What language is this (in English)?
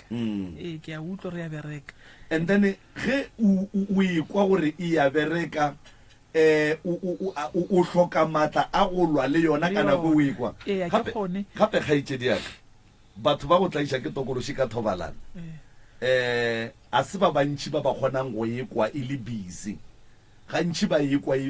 Northern Sotho